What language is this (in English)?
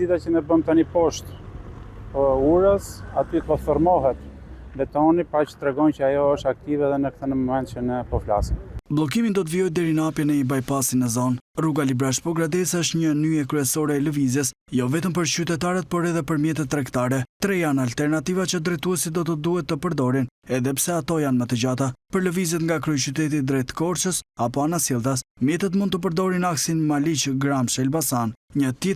Albanian